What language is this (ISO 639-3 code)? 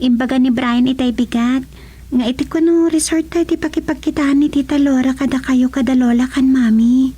ilo